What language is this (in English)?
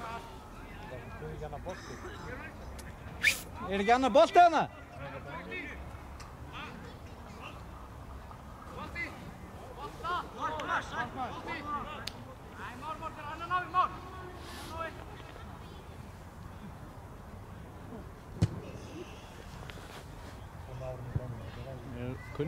Icelandic